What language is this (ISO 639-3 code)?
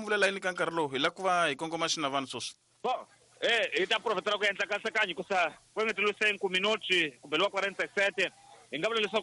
tso